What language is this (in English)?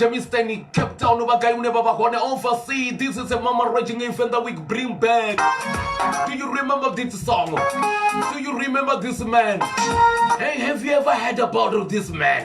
Venda